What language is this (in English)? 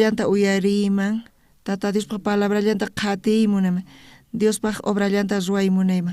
South Bolivian Quechua